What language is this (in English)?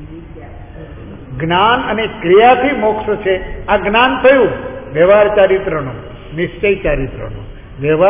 Gujarati